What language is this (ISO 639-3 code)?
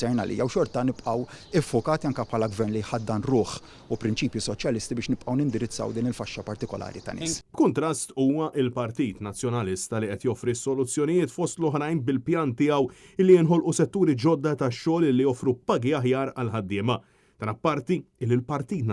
mlt